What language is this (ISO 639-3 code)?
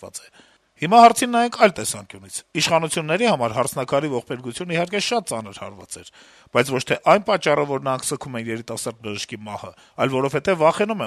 hye